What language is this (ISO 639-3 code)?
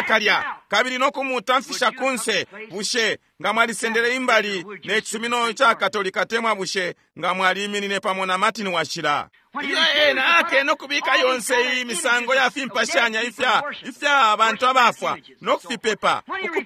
bem